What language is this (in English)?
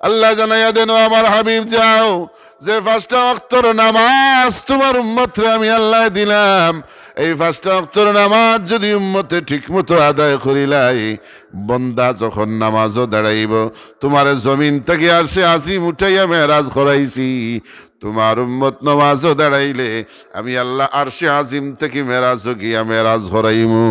Sylheti